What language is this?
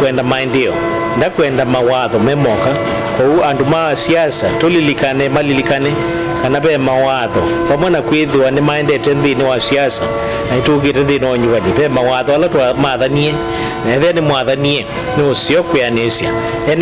Kamba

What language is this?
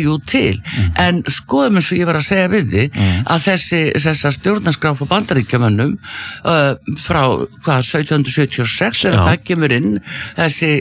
Icelandic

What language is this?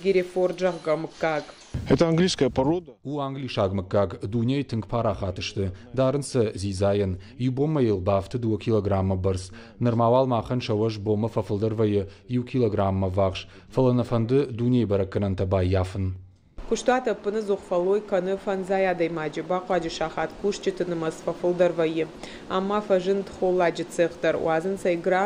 Ossetic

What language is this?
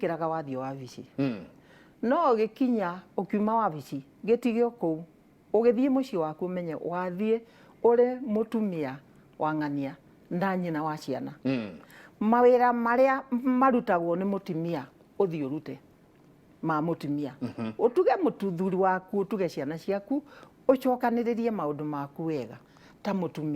Kikuyu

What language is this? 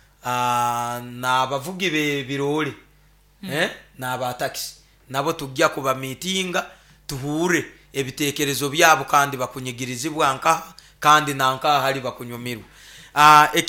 Nyoro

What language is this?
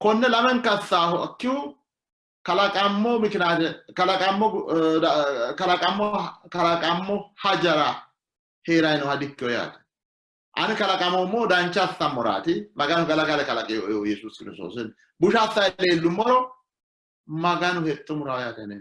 Sidamo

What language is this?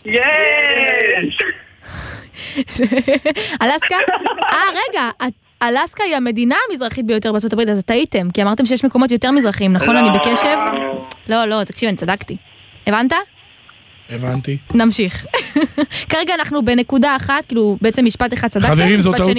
Hebrew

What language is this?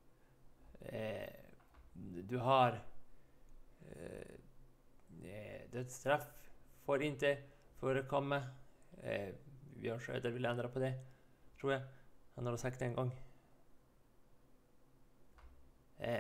Swedish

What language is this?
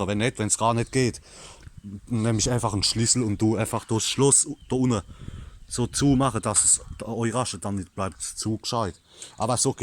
Palatine German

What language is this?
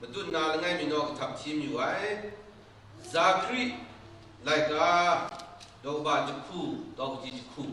Kachin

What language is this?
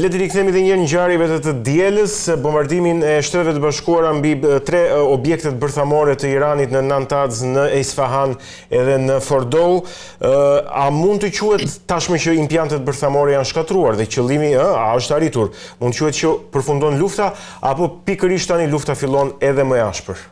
Albanian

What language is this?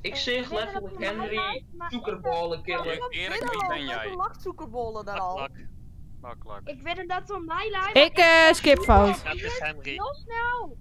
Western Frisian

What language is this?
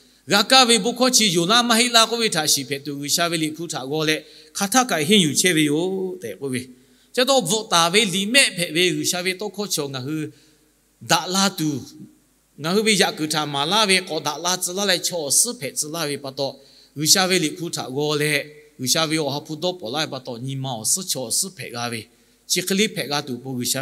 Lahu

